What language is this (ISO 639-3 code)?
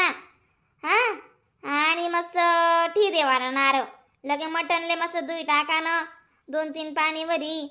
khn